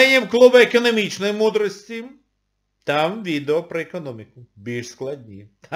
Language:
Ukrainian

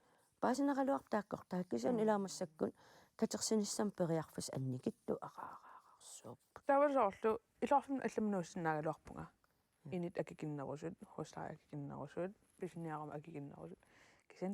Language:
Kalaallisut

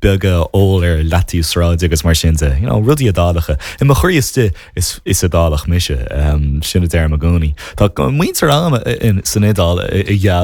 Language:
Irish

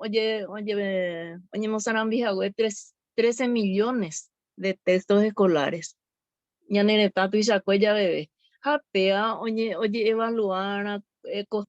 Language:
Guarani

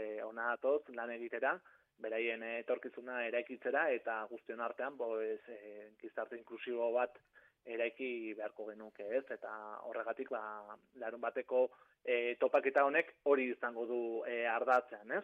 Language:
Basque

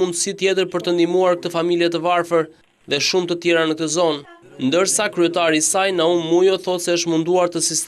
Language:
Albanian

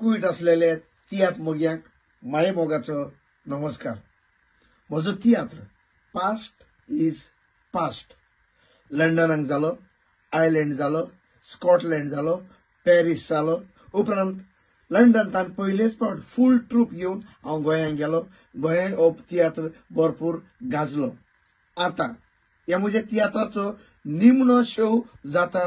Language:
Konkani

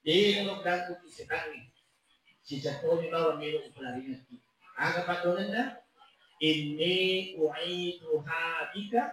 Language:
Buginese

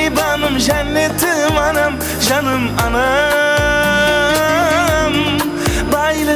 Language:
Kara-Kalpak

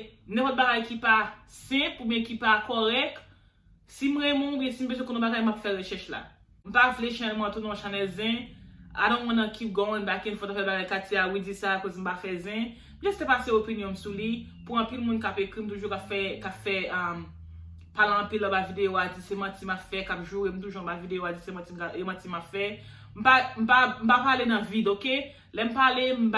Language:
Haitian Creole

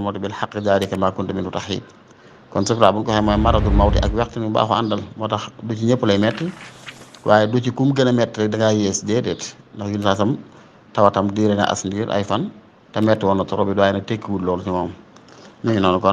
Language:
Wolof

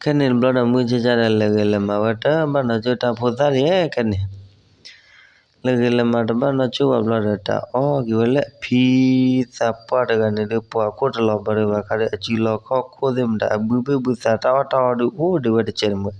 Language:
S'gaw Karen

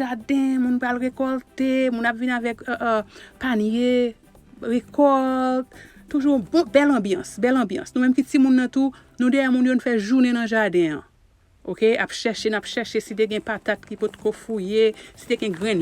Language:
Haitian Creole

